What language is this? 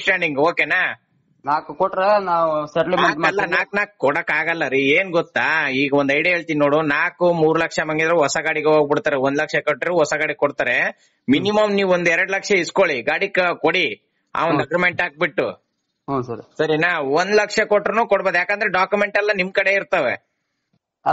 Kannada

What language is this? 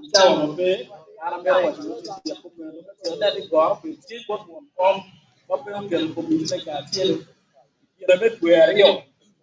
Acoli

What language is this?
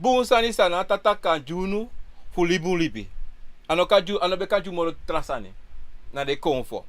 Sranan Tongo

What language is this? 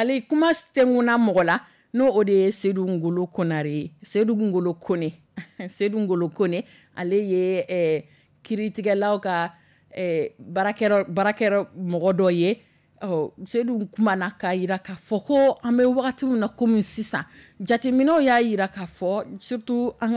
Dyula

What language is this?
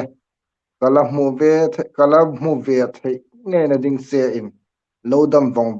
Hmar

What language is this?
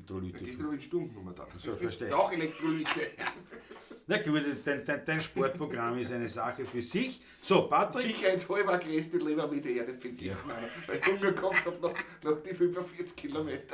Bavarian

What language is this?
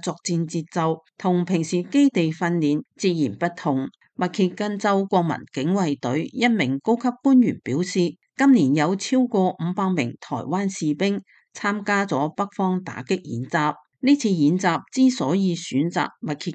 Cantonese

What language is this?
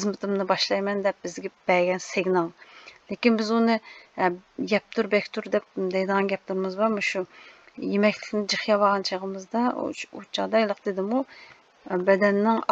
Uyghur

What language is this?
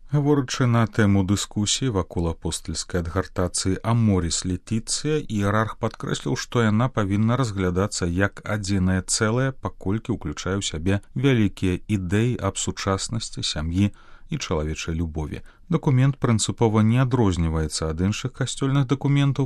Belarusian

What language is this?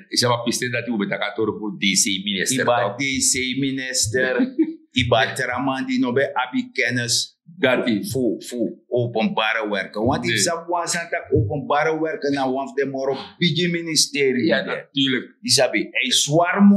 Sranan Tongo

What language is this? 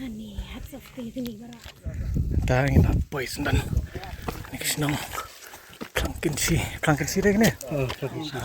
Khasi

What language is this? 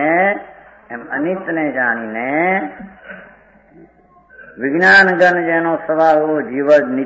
Gujarati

